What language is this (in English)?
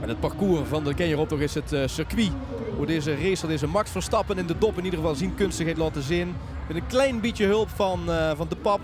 Limburgish